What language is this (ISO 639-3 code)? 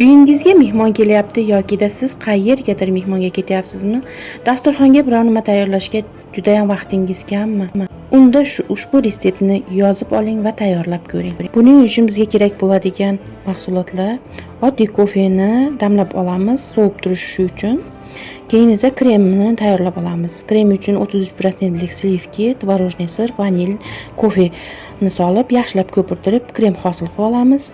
uzb